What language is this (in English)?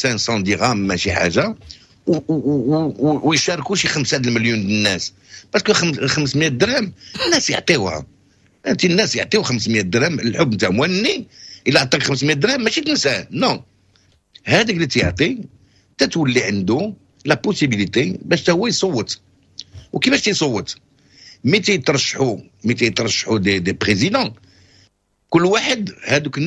Moroccan Arabic